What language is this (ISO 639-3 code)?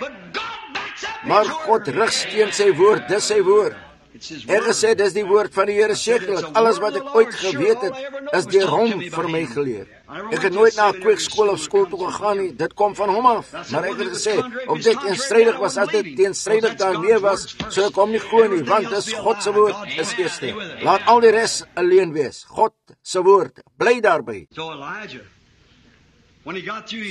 afr